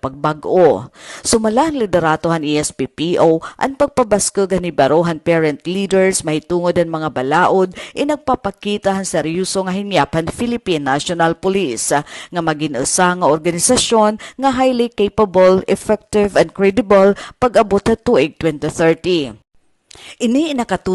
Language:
Waray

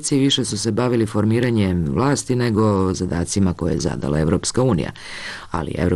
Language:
Serbian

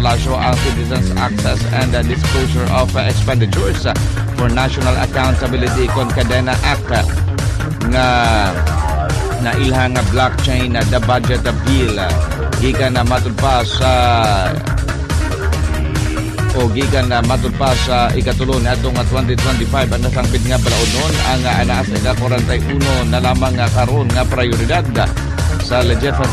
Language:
Cebuano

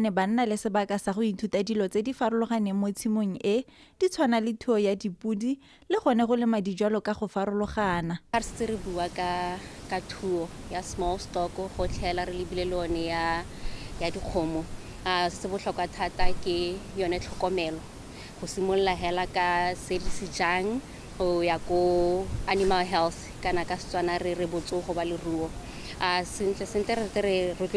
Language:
Tswana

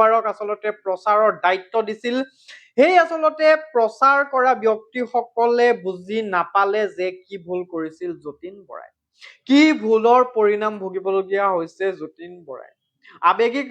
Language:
Assamese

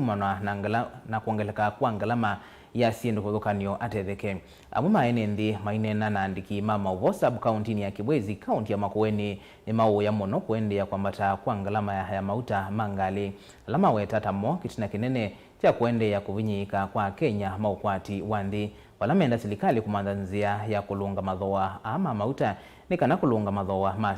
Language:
Kamba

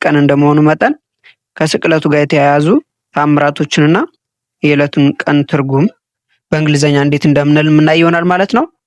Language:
Amharic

